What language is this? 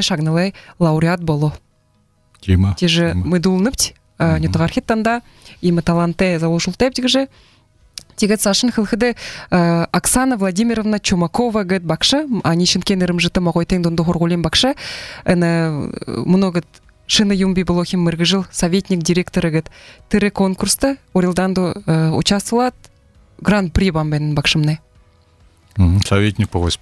Buriat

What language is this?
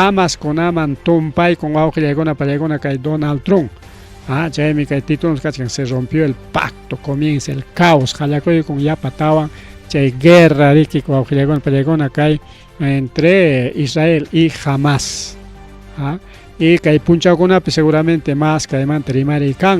Ayacucho Quechua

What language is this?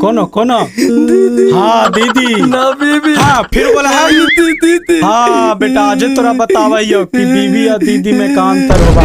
Magahi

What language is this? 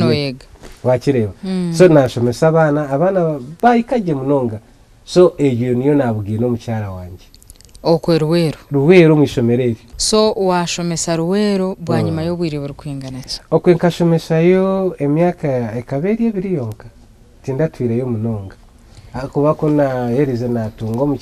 Nyankole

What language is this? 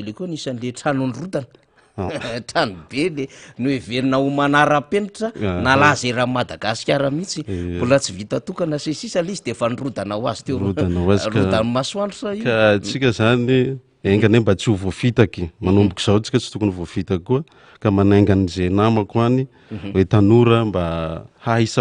Malagasy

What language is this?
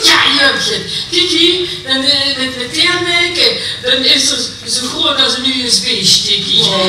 Limburgish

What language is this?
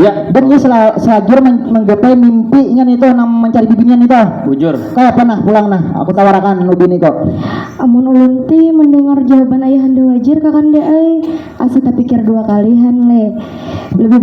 Banjar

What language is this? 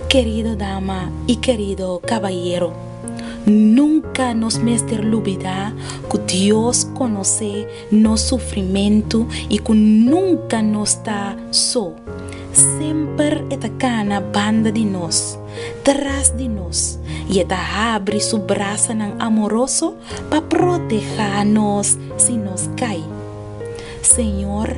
Papiamento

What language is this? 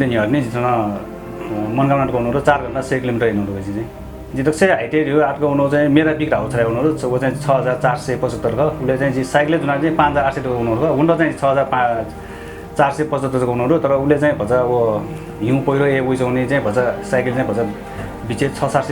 Newari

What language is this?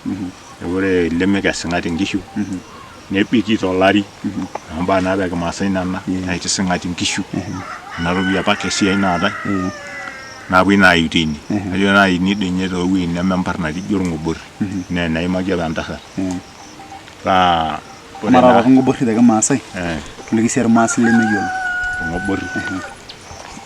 Masai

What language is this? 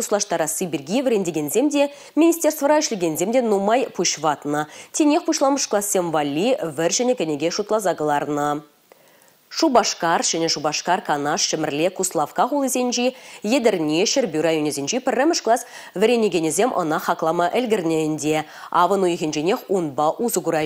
Chuvash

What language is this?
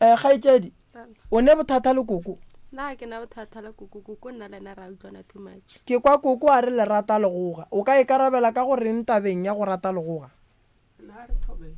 Northern Sotho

